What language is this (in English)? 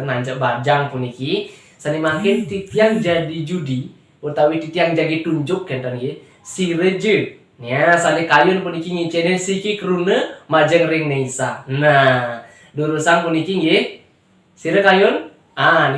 Balinese